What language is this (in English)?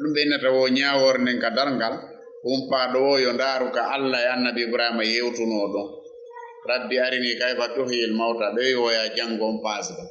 Fula